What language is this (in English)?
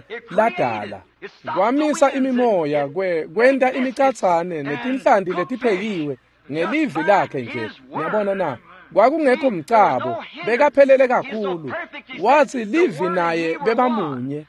Swati